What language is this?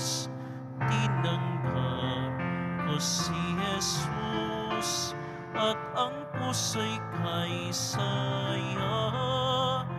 Filipino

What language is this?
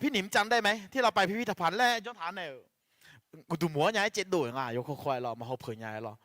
Akha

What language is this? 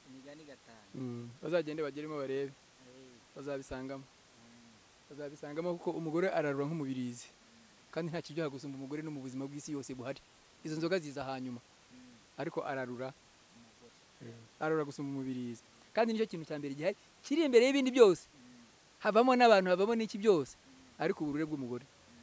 Kinyarwanda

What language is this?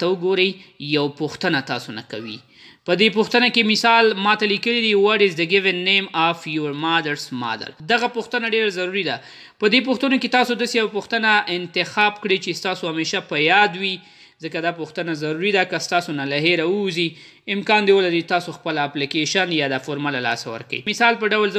Pashto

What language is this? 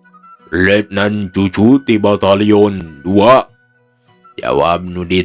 Sundanese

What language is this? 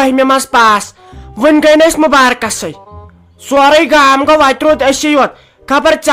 Kashmiri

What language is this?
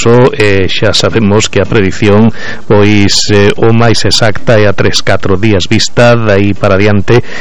Galician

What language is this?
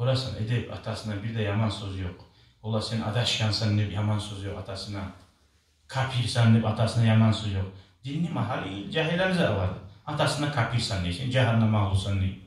Kumyk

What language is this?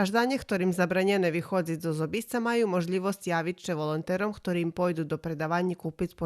Rusyn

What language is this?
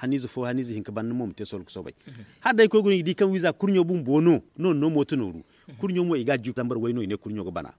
Zarma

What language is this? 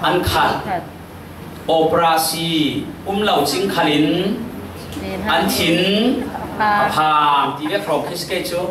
Falam Chin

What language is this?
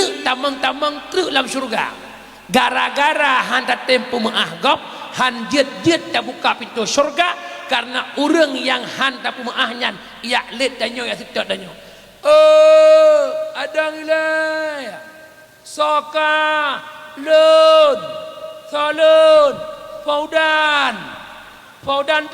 Achinese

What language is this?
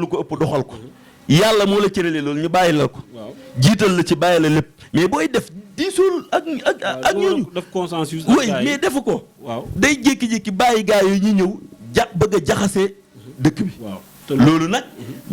Wolof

